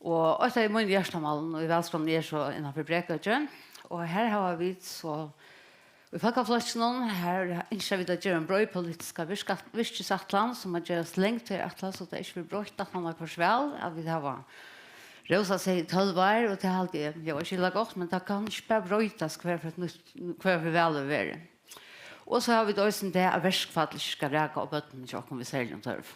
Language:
Faroese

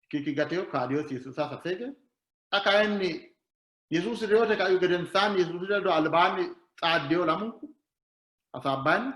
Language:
Sidamo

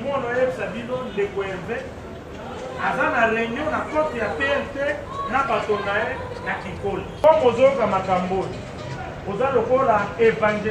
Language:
Lingala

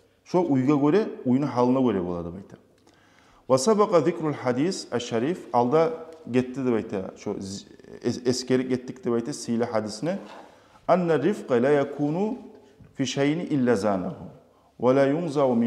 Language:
Kumyk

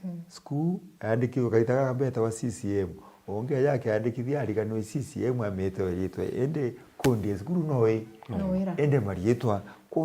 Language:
Meru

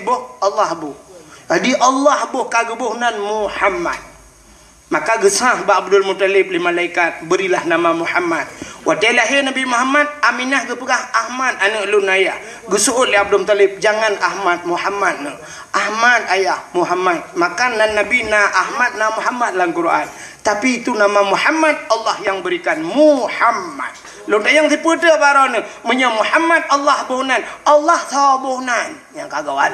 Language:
Achinese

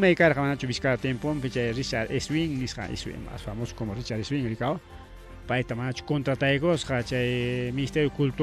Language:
Ayacucho Quechua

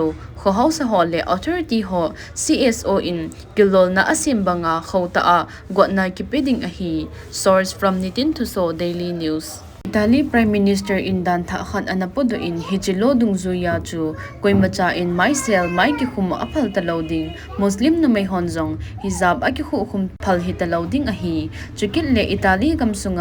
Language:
Thado Chin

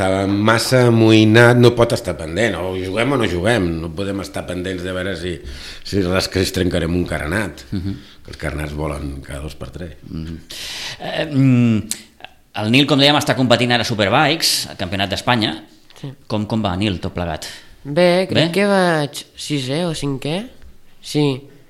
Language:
Catalan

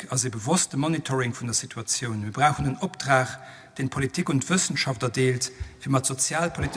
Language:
Luxembourgish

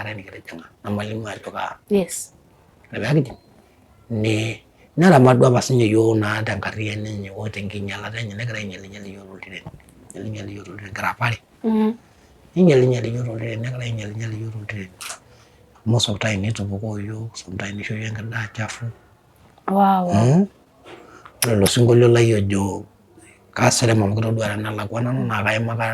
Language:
Masai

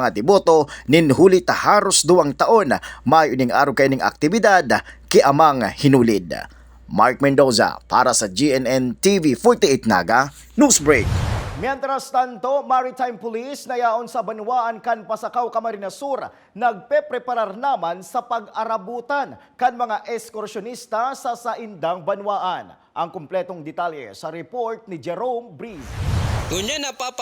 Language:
Bikol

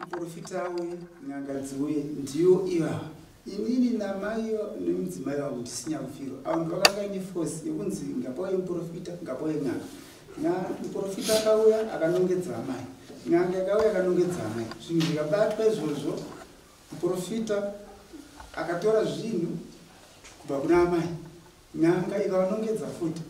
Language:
Shona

